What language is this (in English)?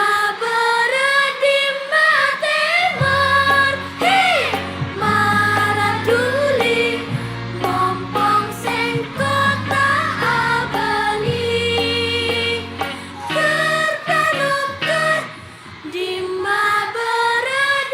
Madurese